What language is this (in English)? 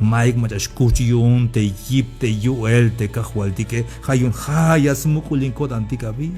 Tzeltal